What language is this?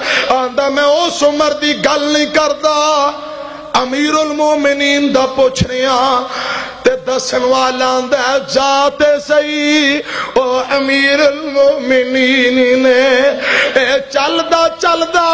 Western Panjabi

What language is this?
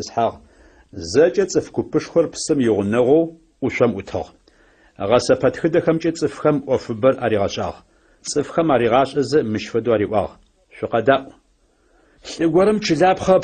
Adyghe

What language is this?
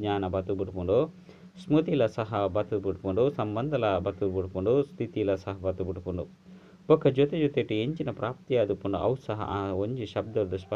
Tulu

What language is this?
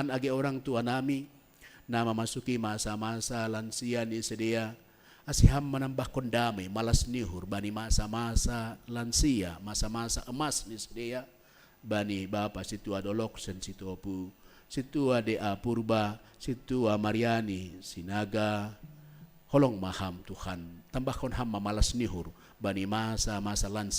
Batak Simalungun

